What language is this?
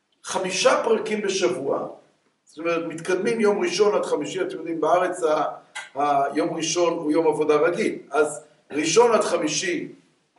Hebrew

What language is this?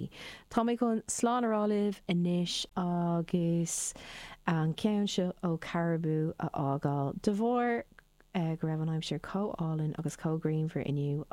Irish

